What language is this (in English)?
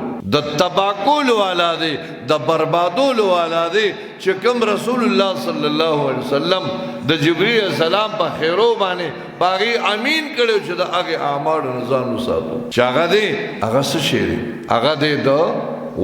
Pashto